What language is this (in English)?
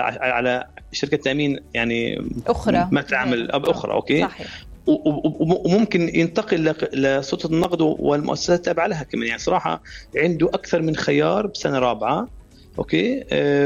North Levantine Arabic